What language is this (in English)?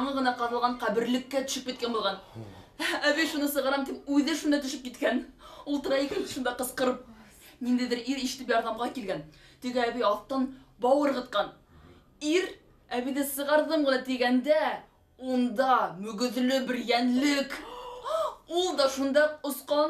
Bashkir